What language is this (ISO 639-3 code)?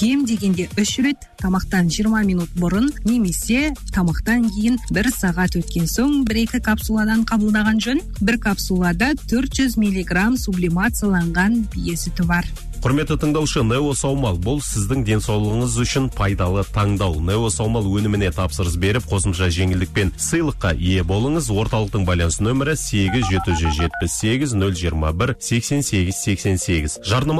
kaz